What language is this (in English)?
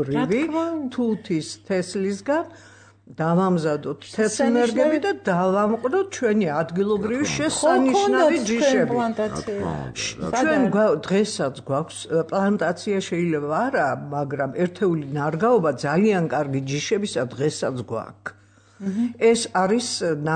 Georgian